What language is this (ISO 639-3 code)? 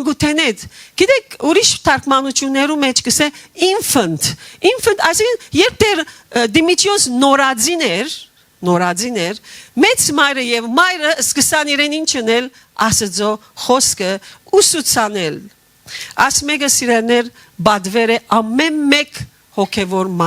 hyw